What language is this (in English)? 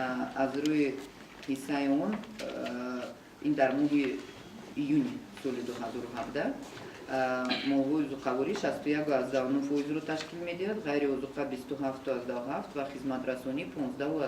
Tajik